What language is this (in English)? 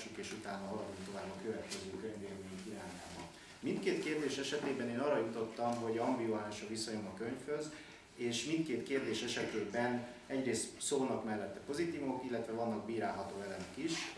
Hungarian